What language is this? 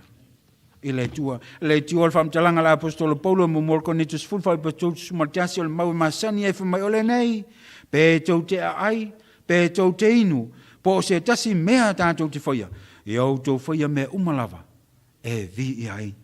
Samoan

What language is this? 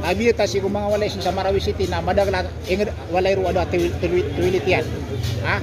Maranao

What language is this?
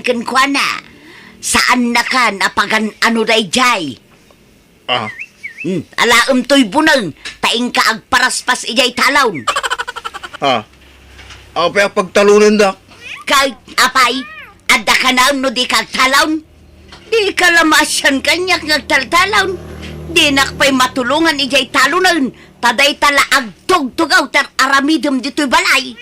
Iloko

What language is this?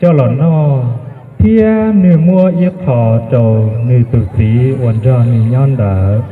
Hmong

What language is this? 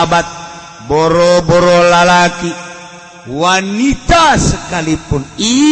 Sundanese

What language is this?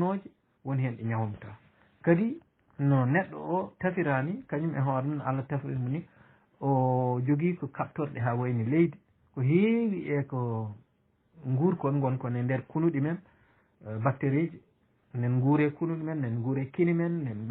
Fula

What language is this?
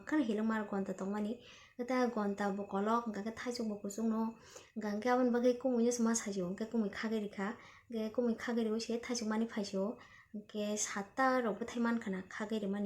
Kok Borok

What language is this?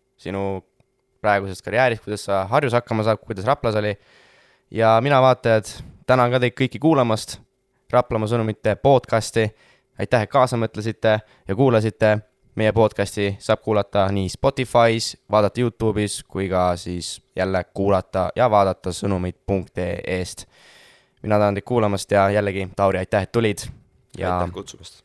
Estonian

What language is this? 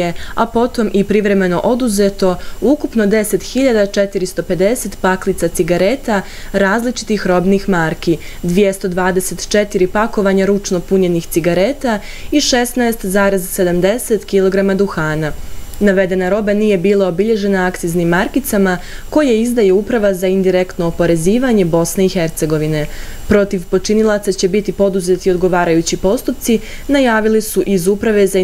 Bosnian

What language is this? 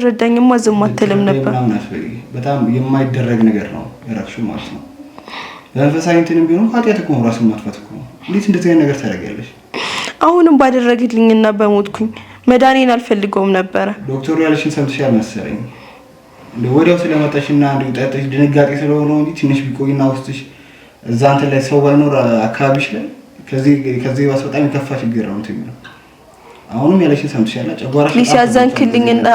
Amharic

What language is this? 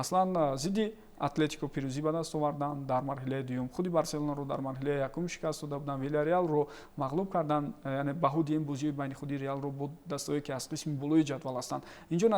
Tajik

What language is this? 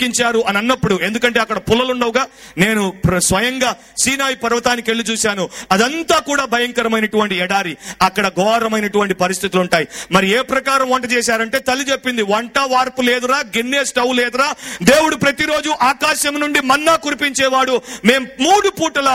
Telugu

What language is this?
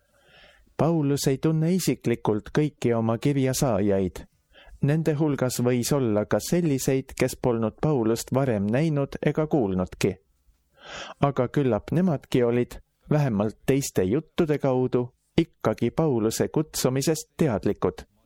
Estonian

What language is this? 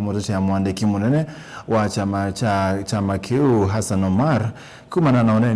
Kamba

